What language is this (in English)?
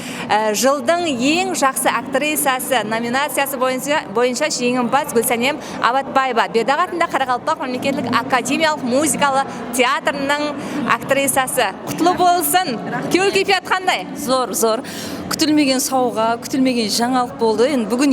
Kara-Kalpak